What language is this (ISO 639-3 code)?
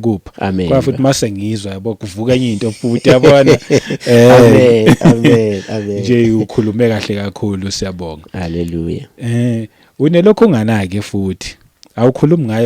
zul